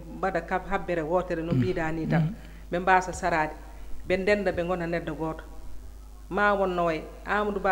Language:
Fula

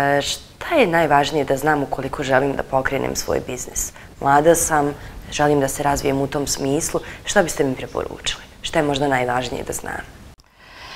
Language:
Bosnian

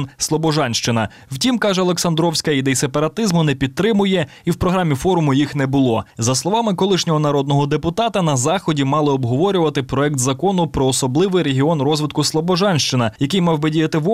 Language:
Ukrainian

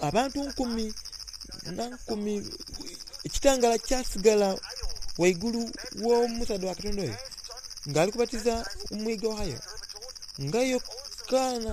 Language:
Soga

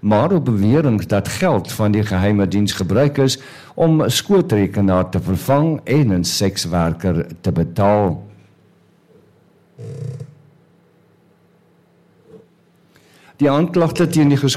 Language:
Afrikaans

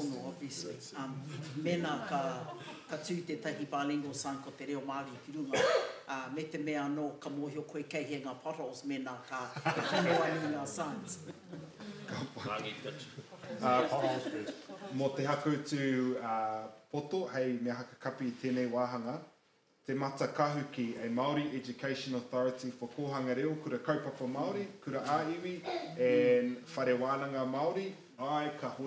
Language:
Māori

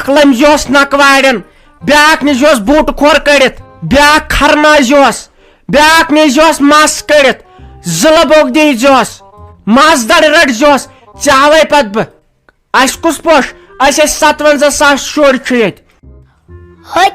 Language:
Kashmiri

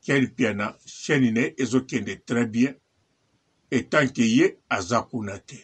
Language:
Lingala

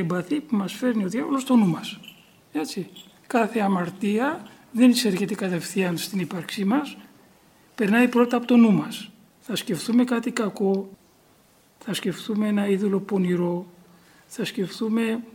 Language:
Greek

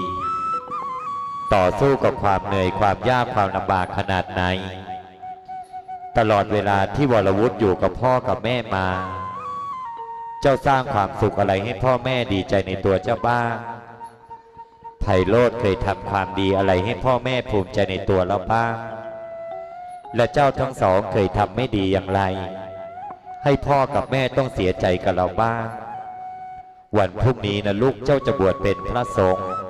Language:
Thai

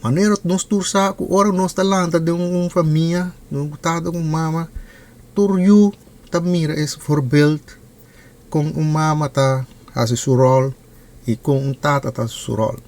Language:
Papiamento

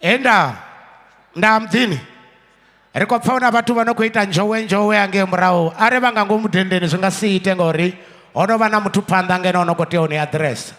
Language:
Venda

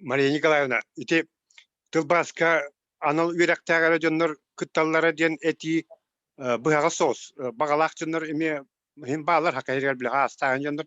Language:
Yakut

